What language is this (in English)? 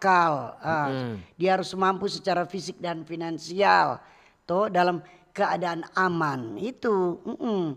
Manado Malay